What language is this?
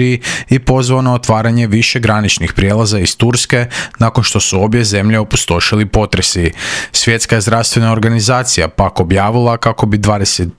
Croatian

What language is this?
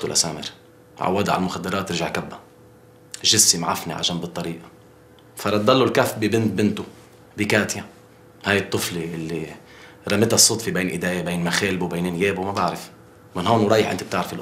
North Levantine Arabic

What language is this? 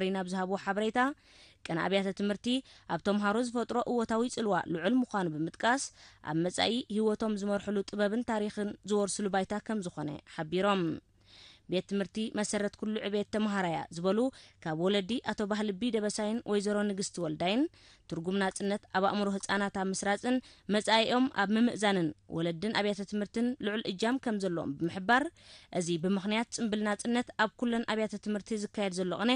Tigrinya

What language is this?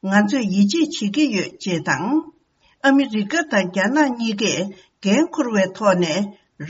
Tibetan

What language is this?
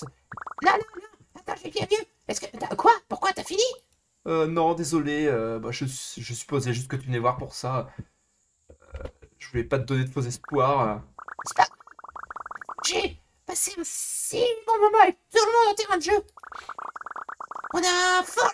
French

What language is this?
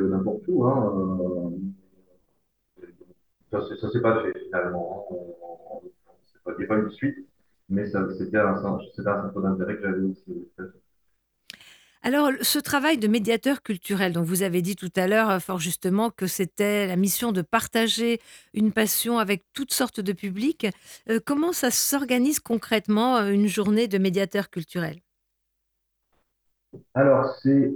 French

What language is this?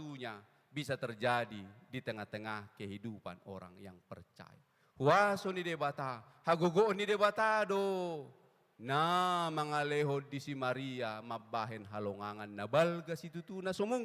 Batak Toba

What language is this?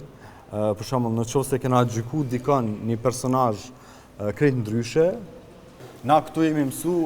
Albanian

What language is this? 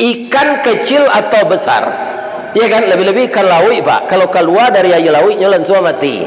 Minangkabau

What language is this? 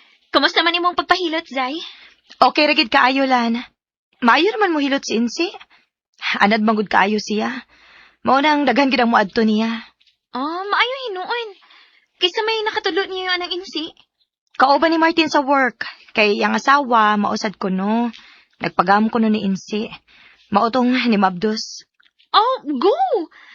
Cebuano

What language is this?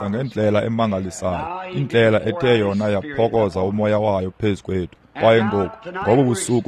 Xhosa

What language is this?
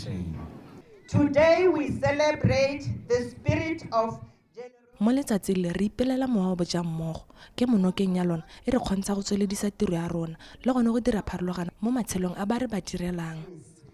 Tswana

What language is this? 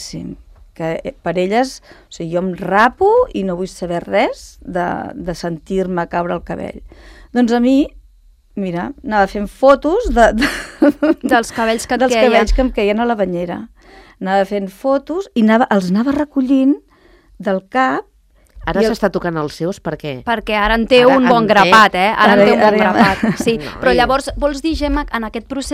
Catalan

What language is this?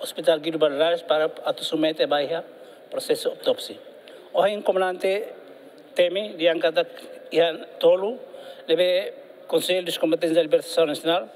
Tetum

